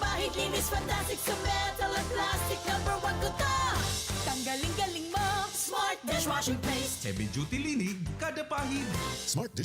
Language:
Bikol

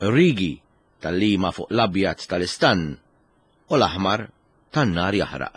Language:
Maltese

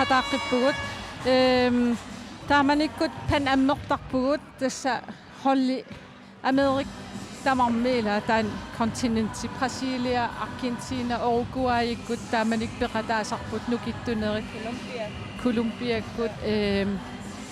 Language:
Kalaallisut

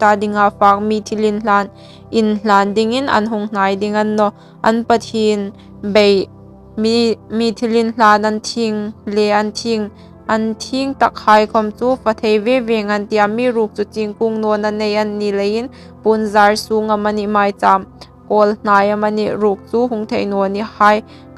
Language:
Hmar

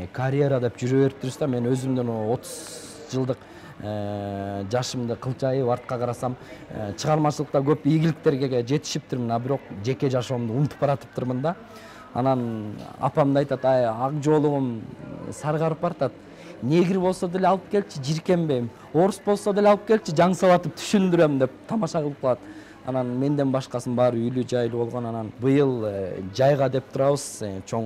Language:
Kyrgyz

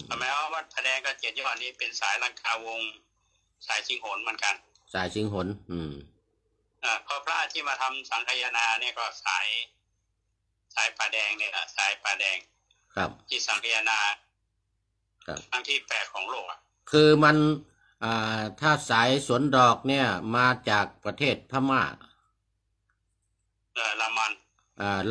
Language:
Thai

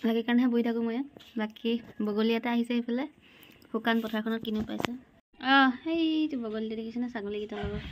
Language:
Assamese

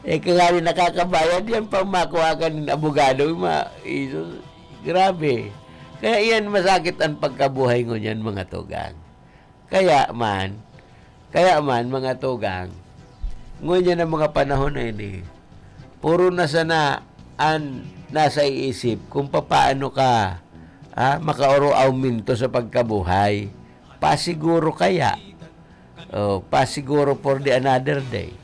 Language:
Bikol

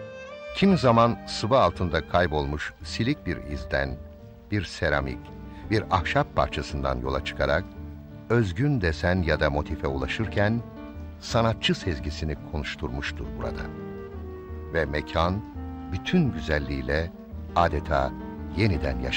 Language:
Turkish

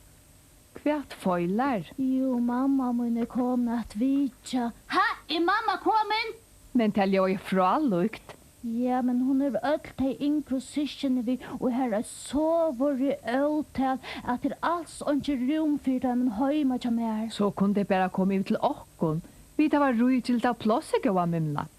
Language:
Faroese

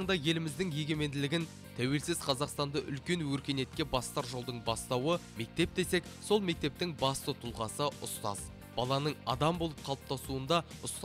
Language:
Kazakh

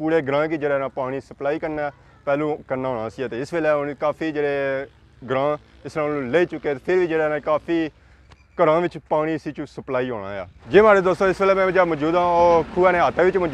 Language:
Pahari-Potwari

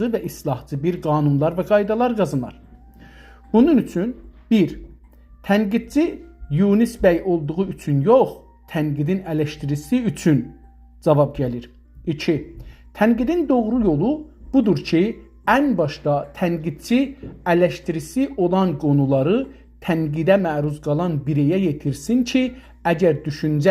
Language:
South Azerbaijani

